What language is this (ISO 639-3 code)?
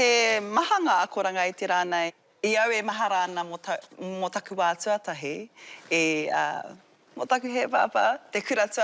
mri